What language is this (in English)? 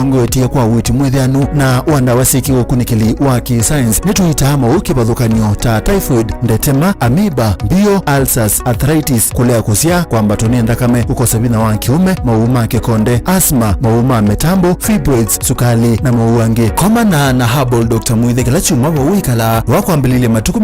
Kamba